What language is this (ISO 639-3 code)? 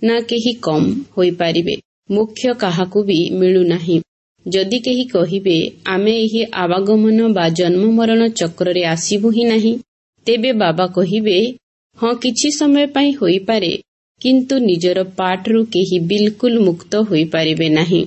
ori